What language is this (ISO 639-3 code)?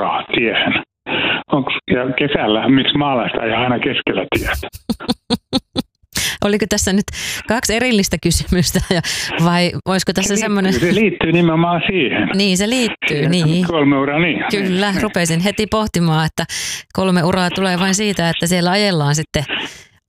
fin